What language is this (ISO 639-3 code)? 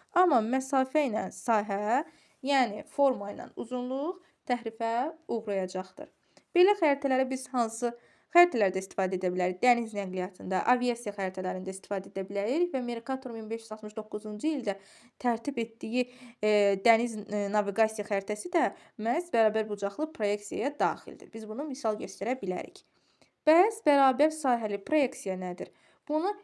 aze